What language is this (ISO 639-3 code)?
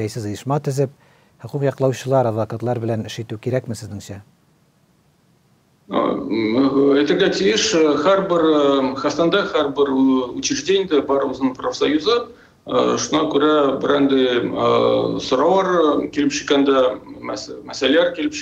tat